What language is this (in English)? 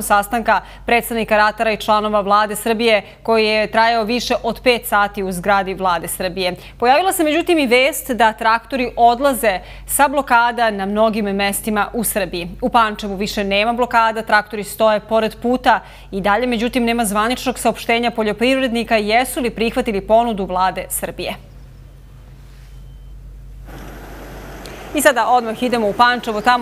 Serbian